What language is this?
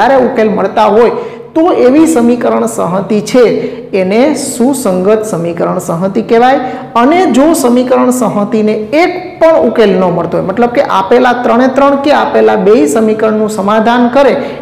Gujarati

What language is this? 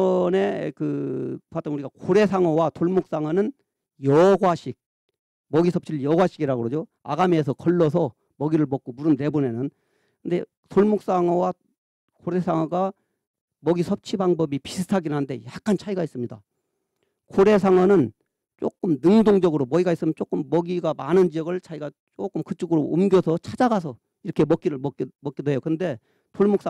Korean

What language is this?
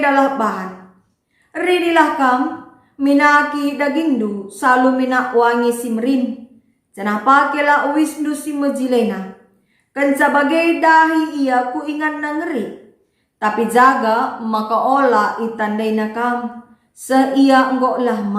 Batak Karo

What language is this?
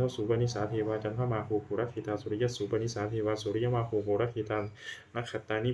Pali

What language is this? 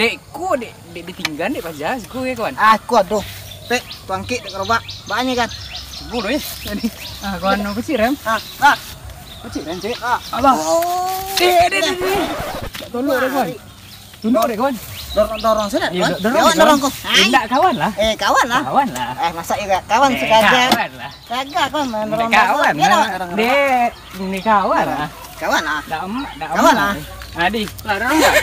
Minangkabau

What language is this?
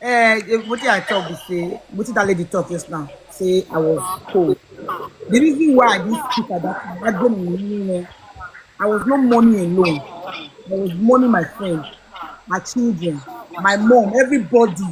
Nigerian Pidgin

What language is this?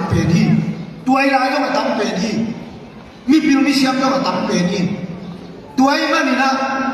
Tedim Chin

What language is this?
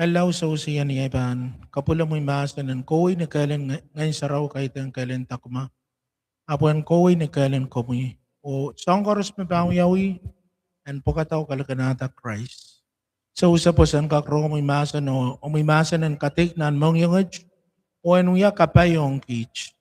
Pohnpeian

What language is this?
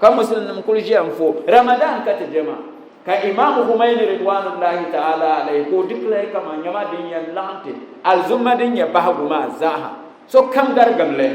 Dagbani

